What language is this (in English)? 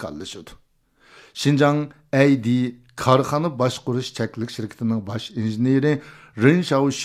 Uyghur